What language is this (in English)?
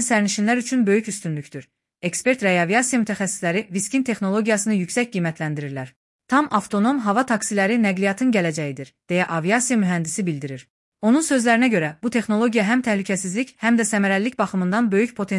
Azerbaijani